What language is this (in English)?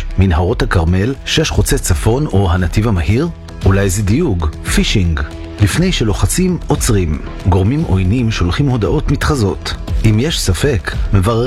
Hebrew